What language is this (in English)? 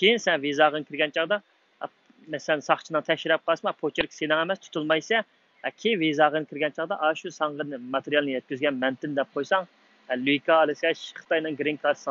Uyghur